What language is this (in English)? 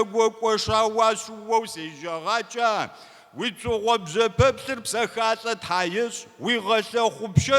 Kabardian